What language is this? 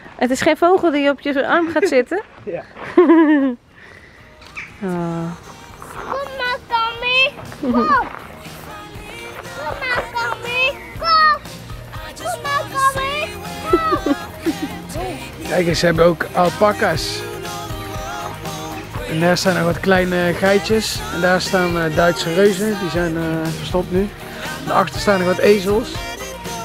Dutch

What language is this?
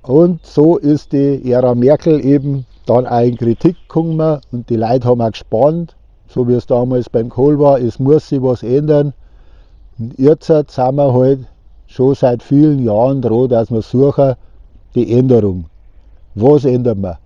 Bavarian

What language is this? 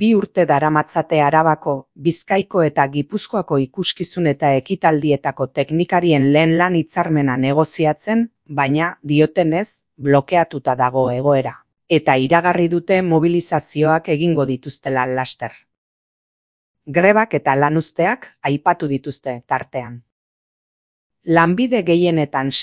Basque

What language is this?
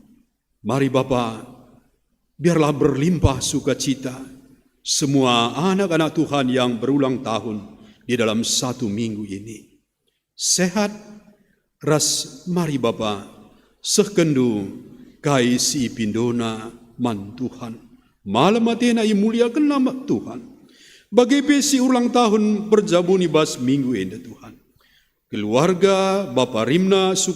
Batak Karo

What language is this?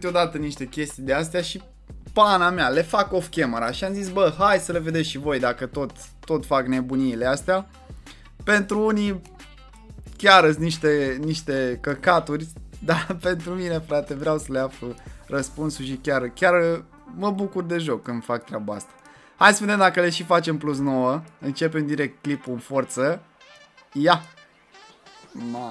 Romanian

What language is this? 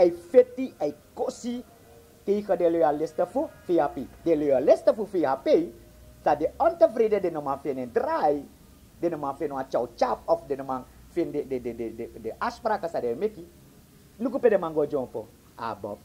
Sranan Tongo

